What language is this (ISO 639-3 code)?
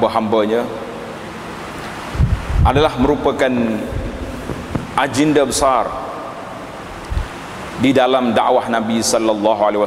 msa